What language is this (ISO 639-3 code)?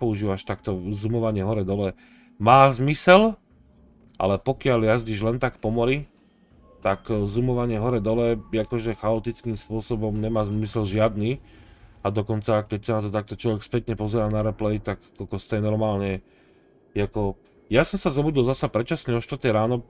slk